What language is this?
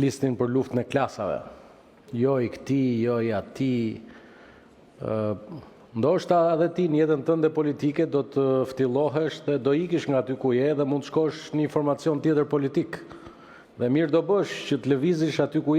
Albanian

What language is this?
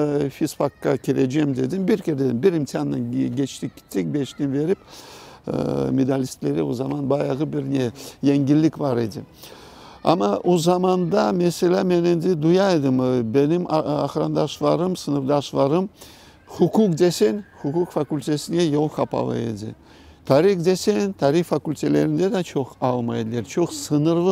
Crimean Tatar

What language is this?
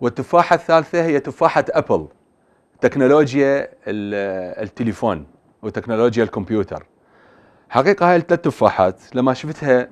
Mesopotamian Arabic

